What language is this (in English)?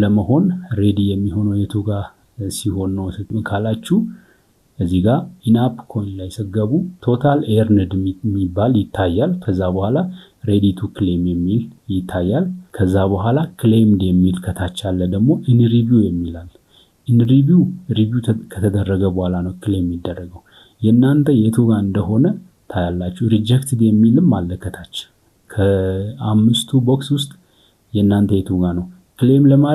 Amharic